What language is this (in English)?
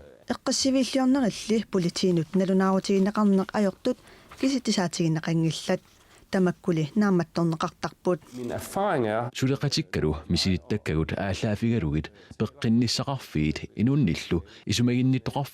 Kalaallisut